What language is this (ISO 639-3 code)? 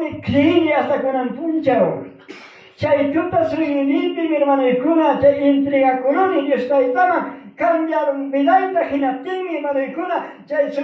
quy